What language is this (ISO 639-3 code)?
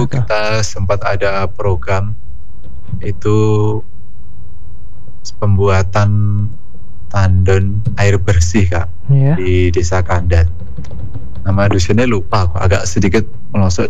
ind